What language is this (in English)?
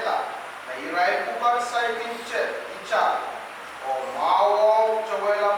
Pohnpeian